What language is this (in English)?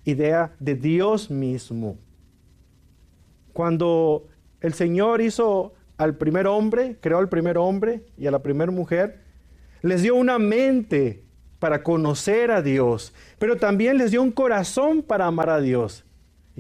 Spanish